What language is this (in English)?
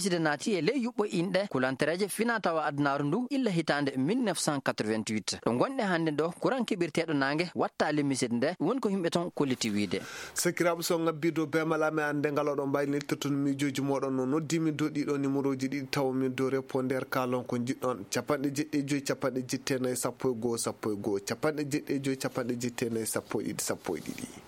Maasina Fulfulde